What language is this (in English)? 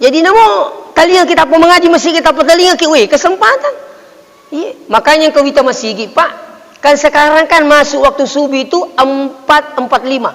Buginese